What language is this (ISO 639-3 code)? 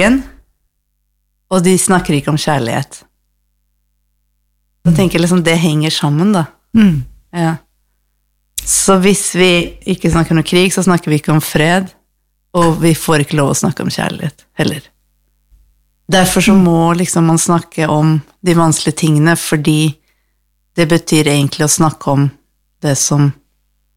nor